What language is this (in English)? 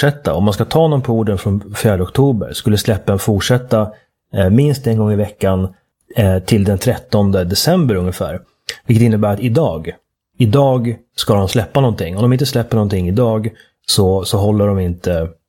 Swedish